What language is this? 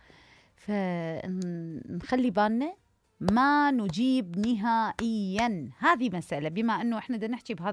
Mesopotamian Arabic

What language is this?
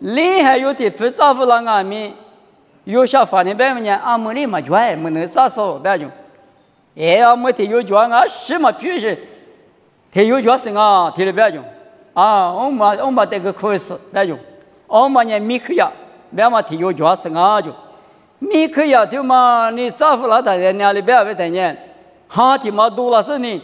Lisu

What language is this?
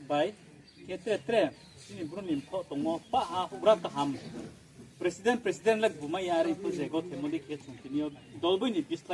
Riang (India)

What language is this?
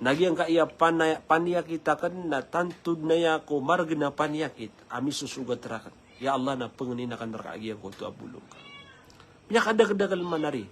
Maranao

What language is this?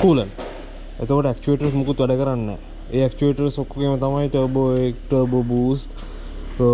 Sinhala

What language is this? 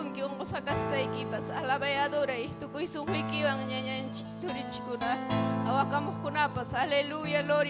Ayacucho Quechua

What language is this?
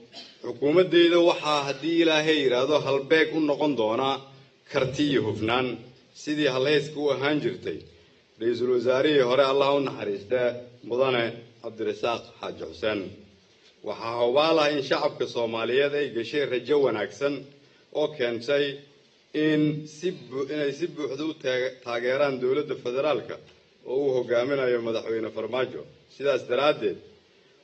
Somali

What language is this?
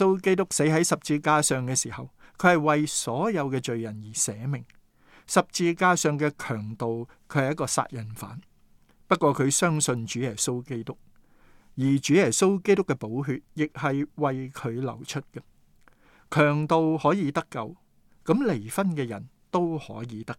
Cantonese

